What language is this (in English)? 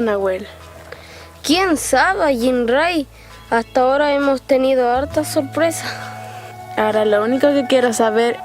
Mapuche